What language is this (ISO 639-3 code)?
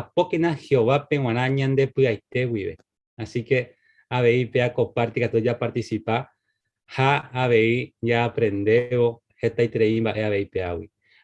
grn